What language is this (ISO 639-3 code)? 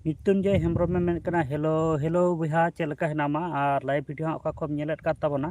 sat